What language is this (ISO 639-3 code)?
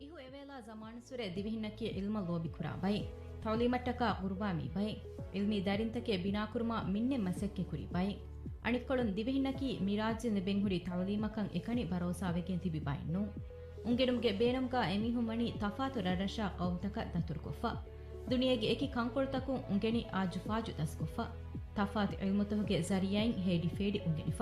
div